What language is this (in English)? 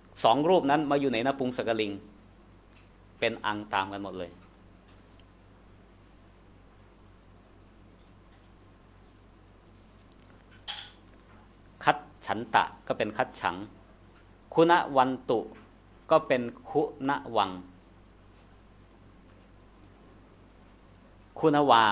Thai